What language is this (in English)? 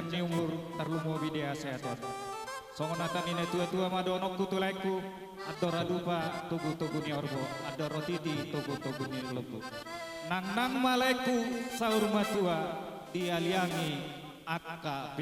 Batak Toba